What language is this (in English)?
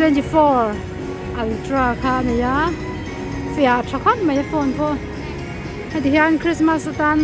Mizo